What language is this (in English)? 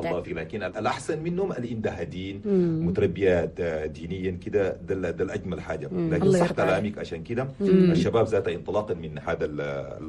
Chadian Arabic